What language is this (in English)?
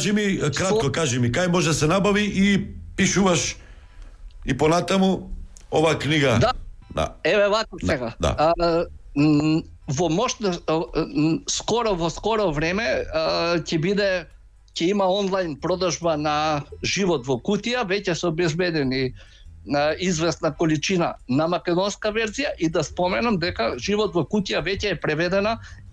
Macedonian